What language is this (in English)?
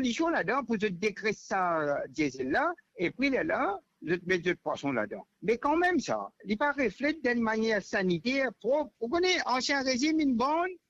Morisyen